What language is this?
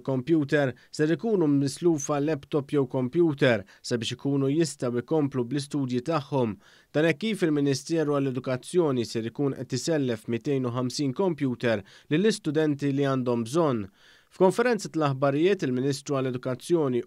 Maltese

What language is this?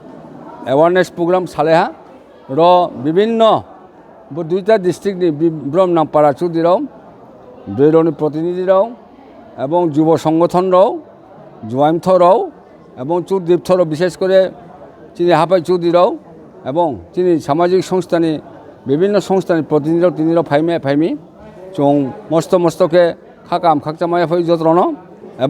Riang (India)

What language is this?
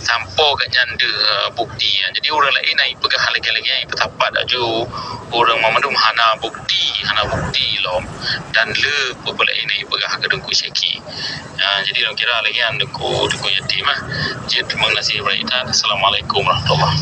Achinese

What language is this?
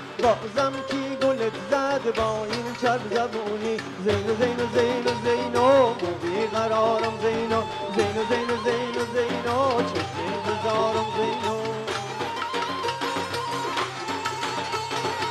Bulgarian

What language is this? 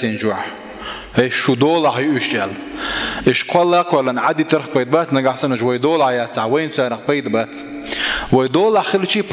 Chechen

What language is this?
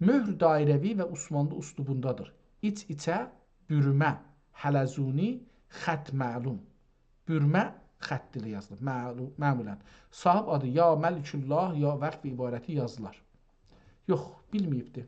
South Azerbaijani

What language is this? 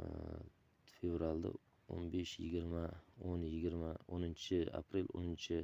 Uzbek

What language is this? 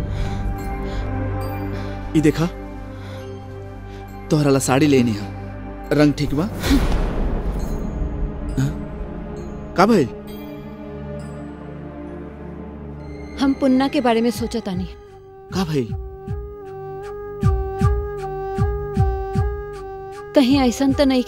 Bhojpuri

